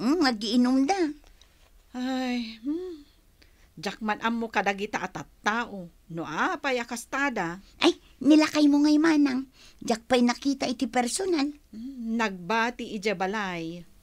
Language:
Iloko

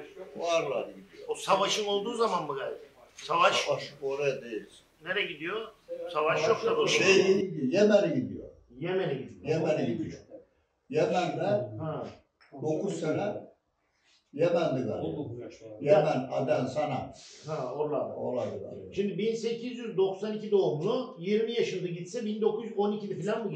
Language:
Turkish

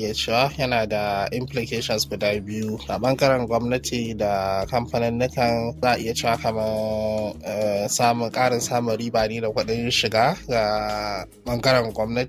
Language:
Hausa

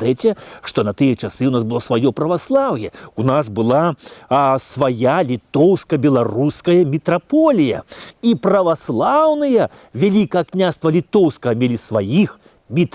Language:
Belarusian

